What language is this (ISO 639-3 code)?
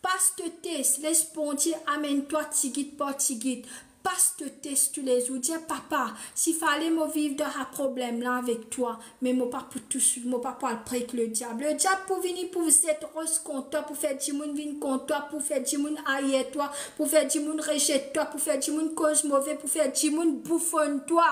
mfe